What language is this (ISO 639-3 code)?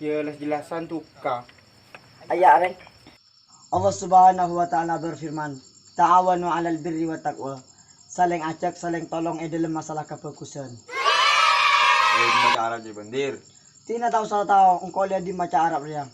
mad